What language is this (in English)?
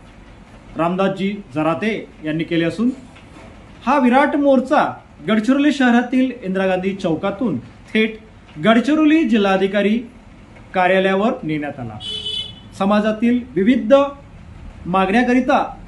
Marathi